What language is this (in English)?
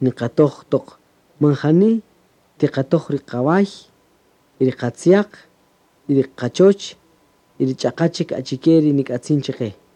Kaqchikel